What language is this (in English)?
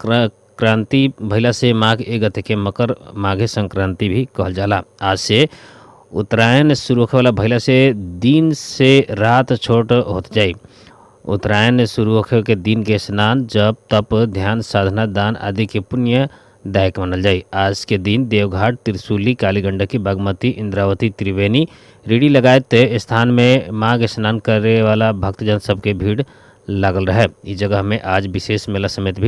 Bhojpuri